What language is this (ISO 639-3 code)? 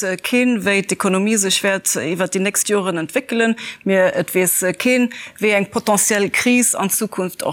ltz